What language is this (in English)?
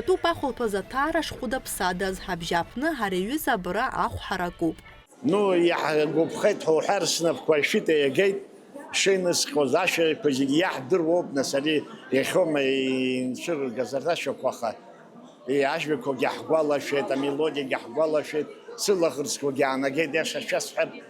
Abkhazian